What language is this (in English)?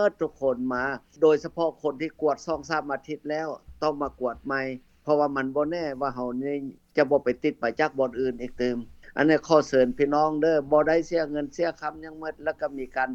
Lao